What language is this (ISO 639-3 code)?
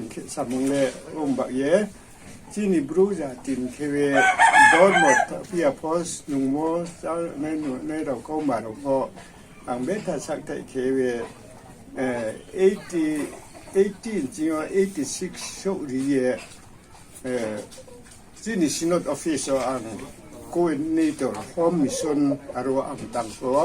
ria